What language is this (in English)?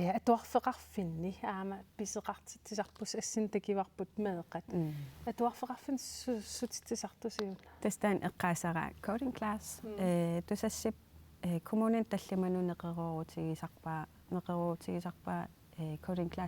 Kalaallisut